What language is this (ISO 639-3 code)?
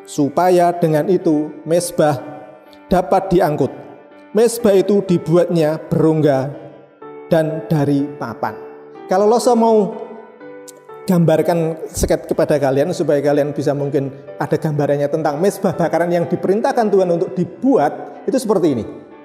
ind